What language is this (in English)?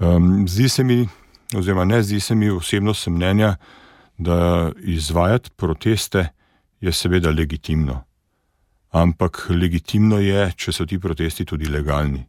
Slovenian